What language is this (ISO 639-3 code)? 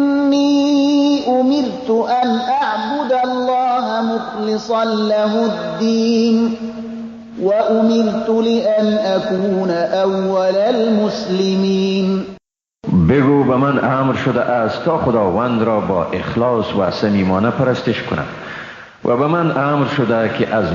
fas